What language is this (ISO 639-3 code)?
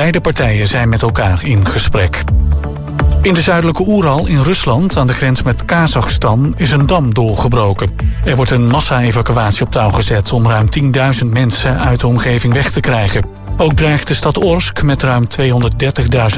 nld